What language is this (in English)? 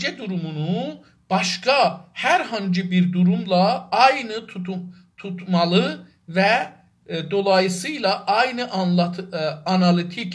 South Azerbaijani